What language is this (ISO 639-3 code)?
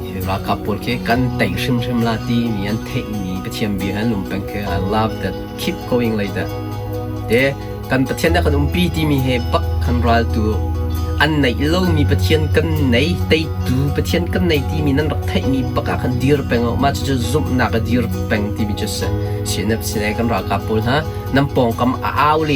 cnh